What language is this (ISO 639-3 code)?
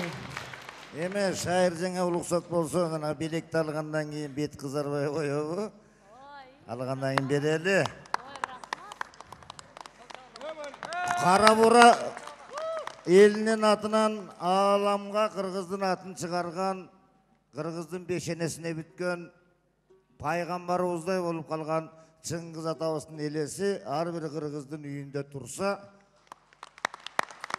kir